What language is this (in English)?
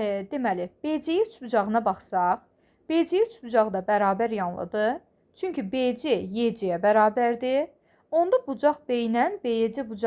Azerbaijani